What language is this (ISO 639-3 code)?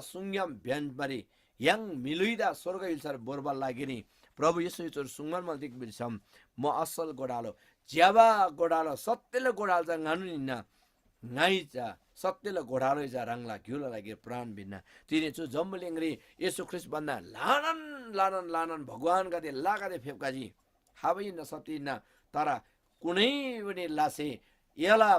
taj